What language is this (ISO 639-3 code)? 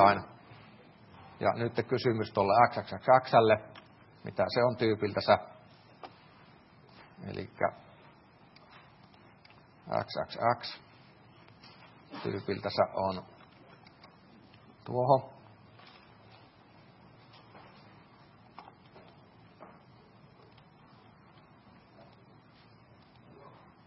fin